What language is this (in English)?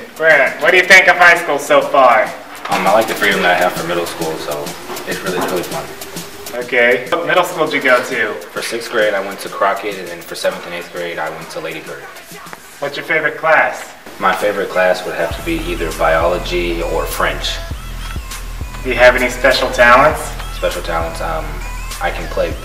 English